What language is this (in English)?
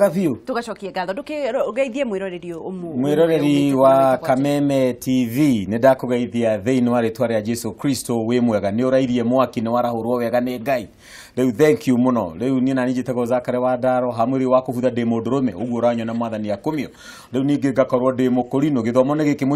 Kikuyu